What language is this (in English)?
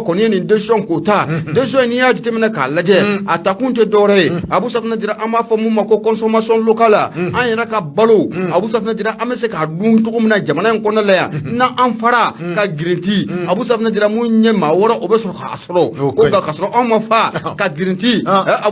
Bambara